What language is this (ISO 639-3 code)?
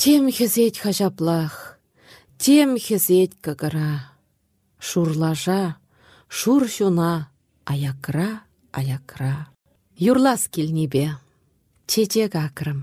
chv